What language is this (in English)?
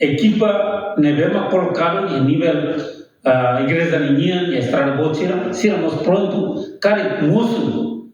Tetum